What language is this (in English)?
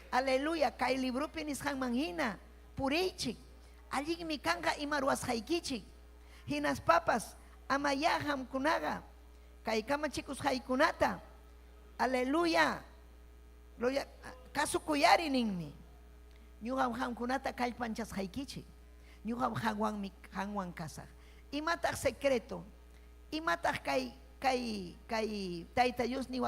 Ayacucho Quechua